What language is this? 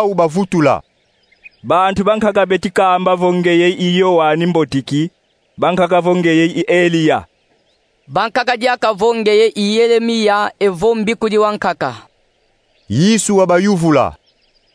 Kongo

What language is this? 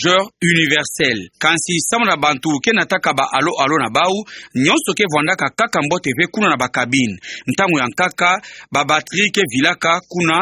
Kituba (Democratic Republic of Congo)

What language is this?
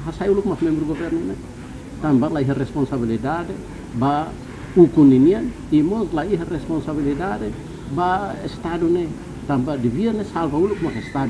Tetum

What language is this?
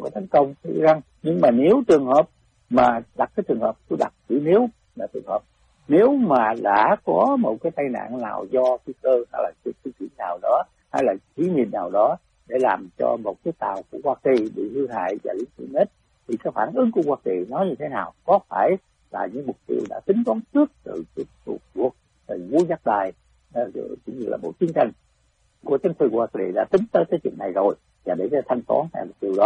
Vietnamese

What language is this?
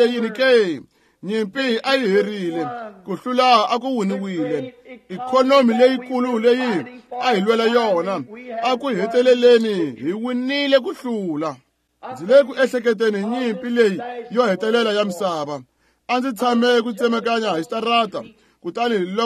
Tsonga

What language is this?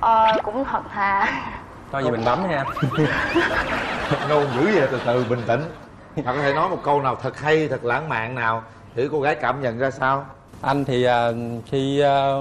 Vietnamese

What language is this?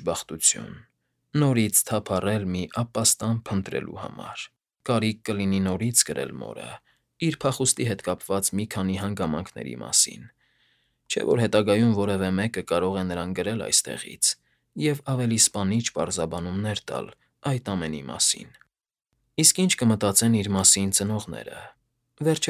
Armenian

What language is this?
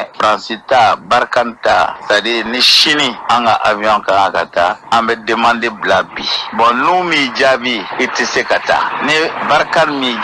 Bambara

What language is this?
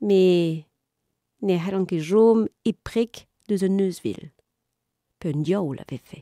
Breton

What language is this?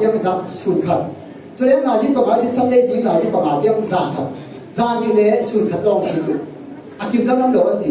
Falam Chin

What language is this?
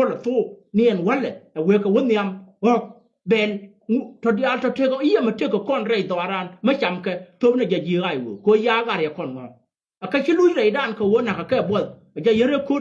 Nuer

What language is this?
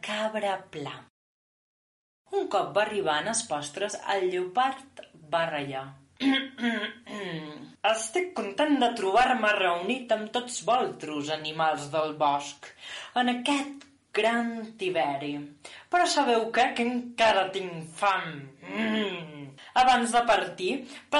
Catalan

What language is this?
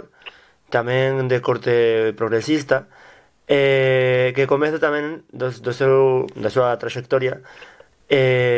Galician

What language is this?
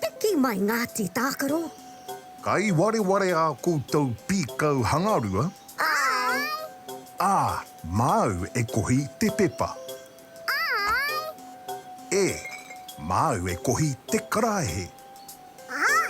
Māori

